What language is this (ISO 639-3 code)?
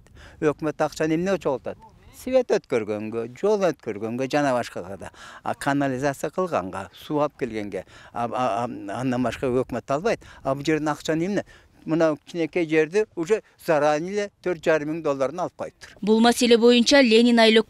kir